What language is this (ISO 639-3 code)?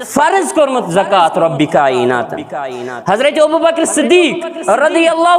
kas